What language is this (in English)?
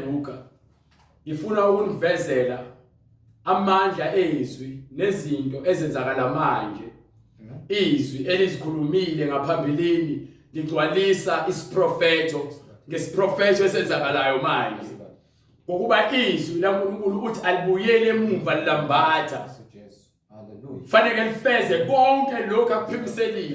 Zulu